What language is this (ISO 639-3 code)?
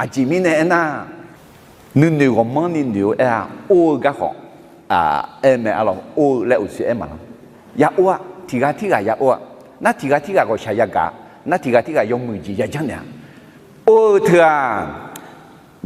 ahk